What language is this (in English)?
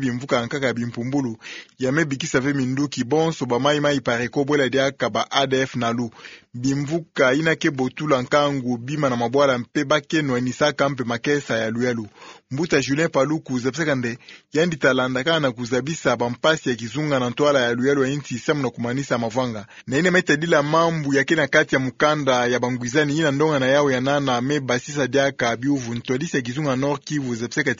Kituba (Democratic Republic of Congo)